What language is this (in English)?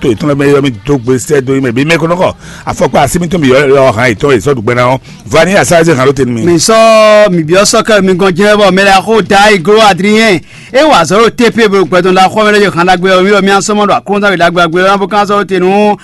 Fon